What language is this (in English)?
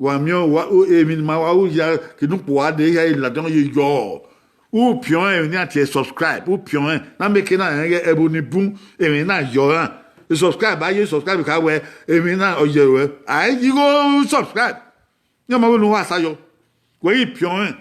Bini